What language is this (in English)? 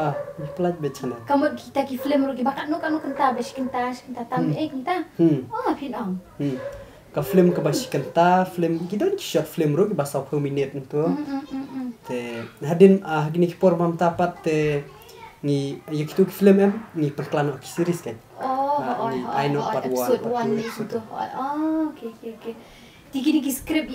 Khasi